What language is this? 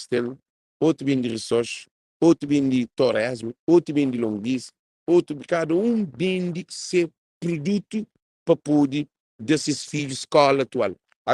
Kabuverdianu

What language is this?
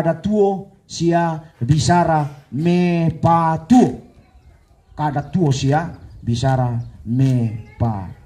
Toraja-Sa'dan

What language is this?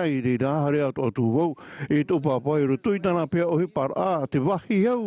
Tahitian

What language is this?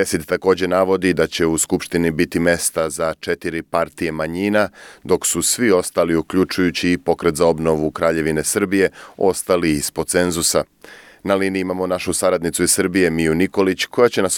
Serbian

